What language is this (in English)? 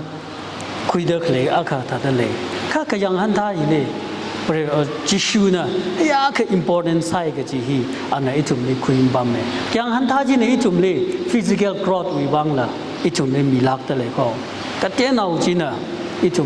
Tangkhul Naga (India)